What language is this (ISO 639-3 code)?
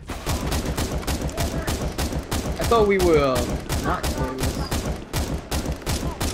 eng